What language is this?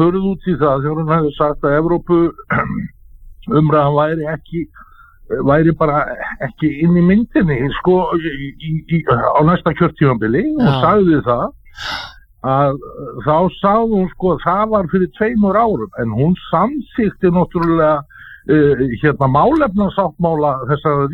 Icelandic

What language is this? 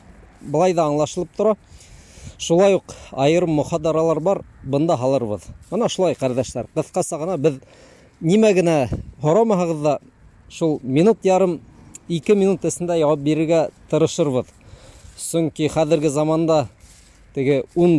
Bashkir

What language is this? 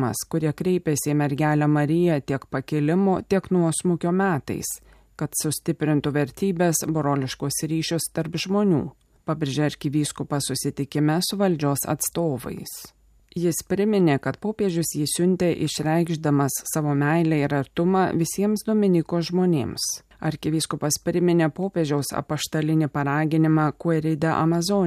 Lithuanian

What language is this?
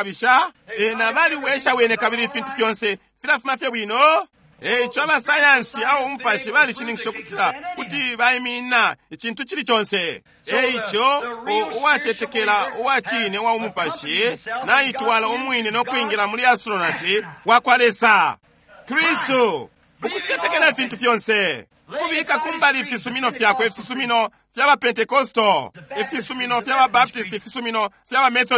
Bemba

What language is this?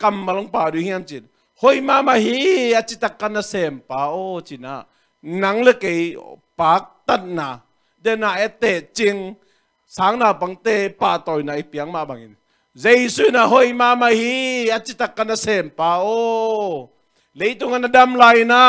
Tedim Chin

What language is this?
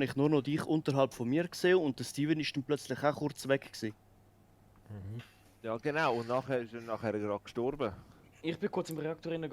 Swiss German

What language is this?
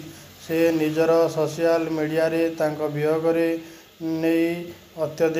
Odia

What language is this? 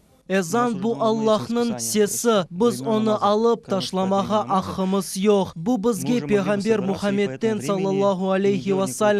Crimean Tatar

